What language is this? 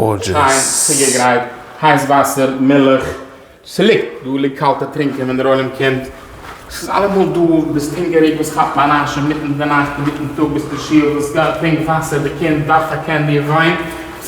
Yiddish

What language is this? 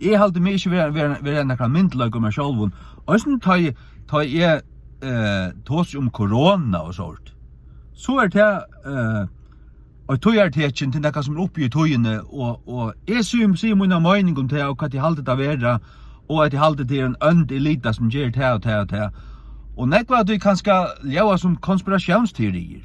Faroese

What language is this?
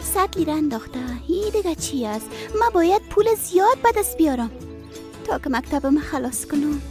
Persian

